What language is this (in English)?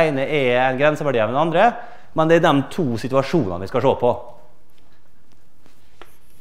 Norwegian